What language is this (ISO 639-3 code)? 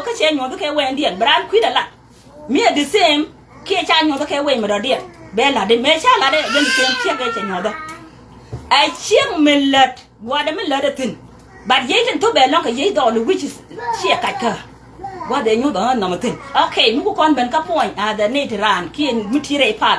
nus